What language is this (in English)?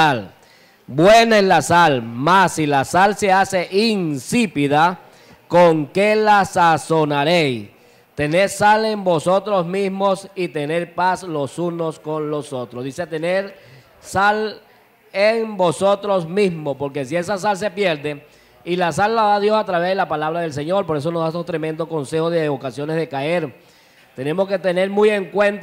Spanish